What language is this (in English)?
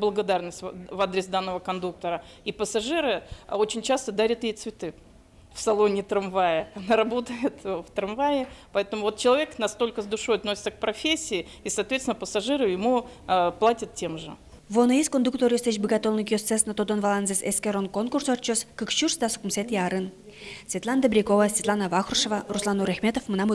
Udmurt